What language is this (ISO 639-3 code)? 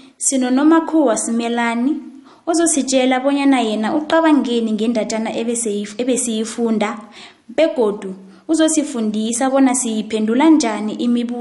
nbl